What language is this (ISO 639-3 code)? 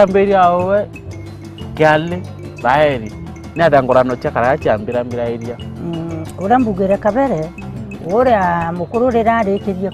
mer